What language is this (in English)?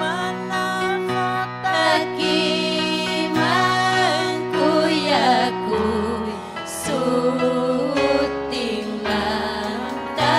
Ayacucho Quechua